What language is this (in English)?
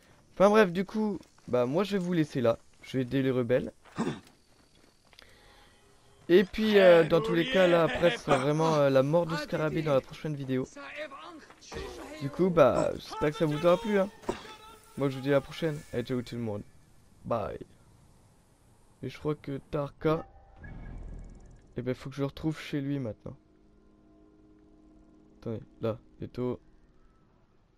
French